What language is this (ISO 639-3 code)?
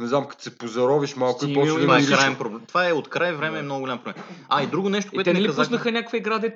bul